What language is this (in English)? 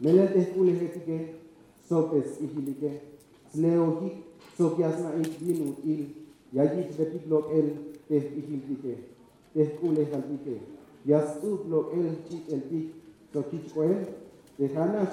Tzeltal